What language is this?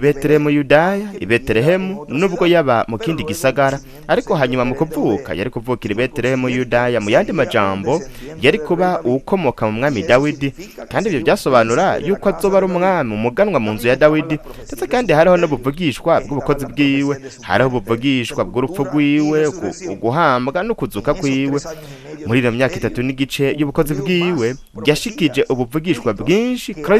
Rundi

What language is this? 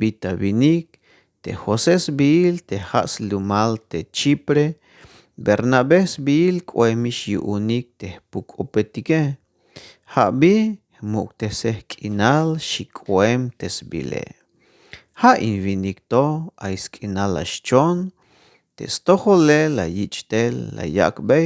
Tzeltal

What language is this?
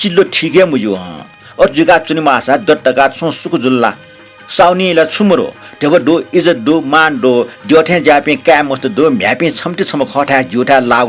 Newari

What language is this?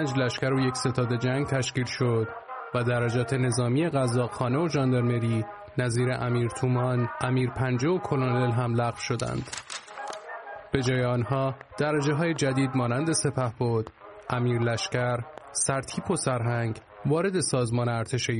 Persian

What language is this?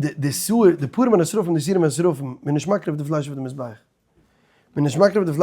Yiddish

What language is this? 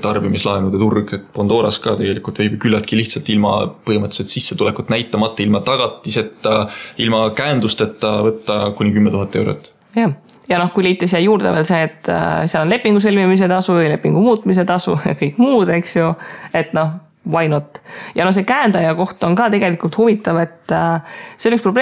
Estonian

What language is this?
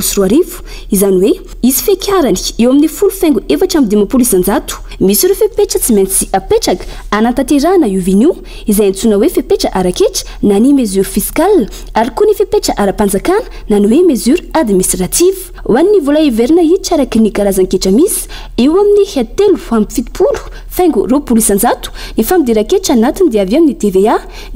Malagasy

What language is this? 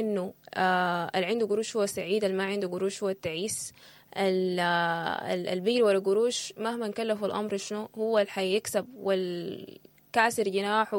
Sudanese Arabic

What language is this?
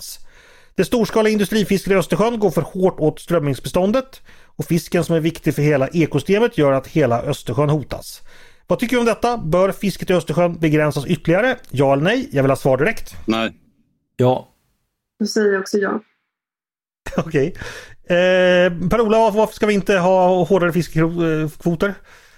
Swedish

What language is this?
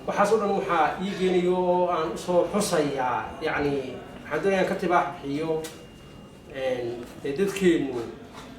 Somali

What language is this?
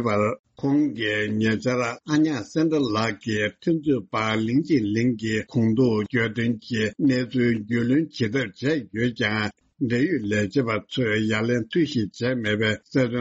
Tibetan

